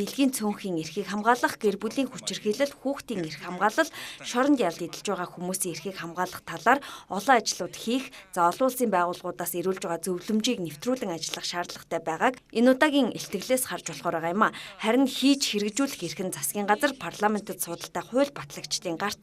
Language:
Mongolian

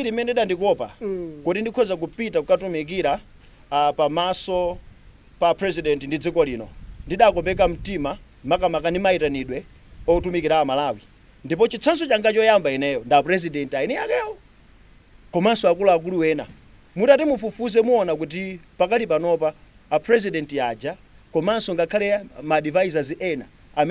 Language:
Nyanja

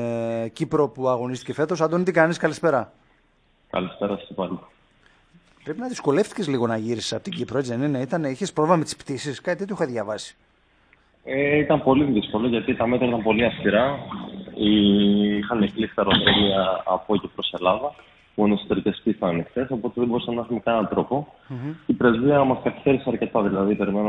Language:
Greek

